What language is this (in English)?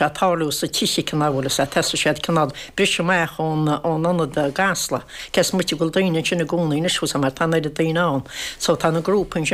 Irish